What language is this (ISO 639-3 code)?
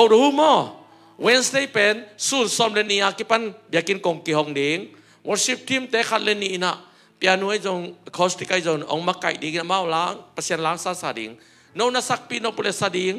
ctd